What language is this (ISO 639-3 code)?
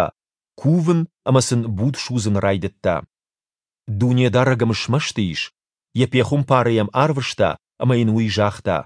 oss